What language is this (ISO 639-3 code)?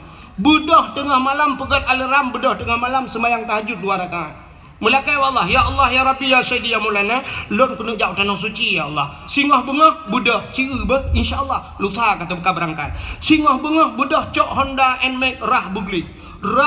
ace